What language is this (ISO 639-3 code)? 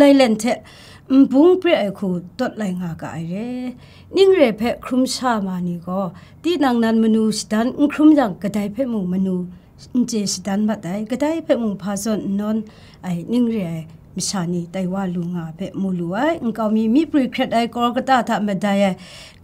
kac